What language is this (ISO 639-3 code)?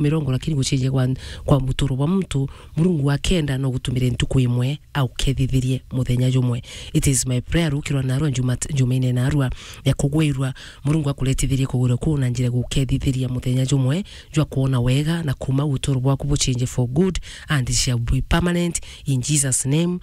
mer